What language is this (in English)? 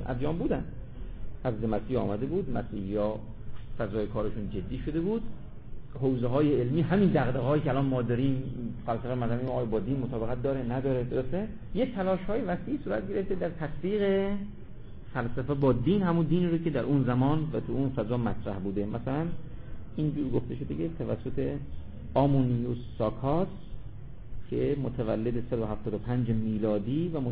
Persian